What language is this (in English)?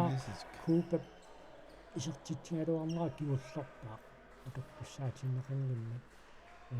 Kalaallisut